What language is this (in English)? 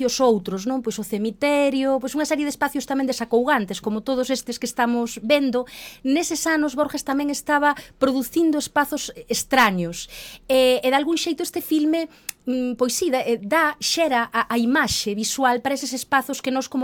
Galician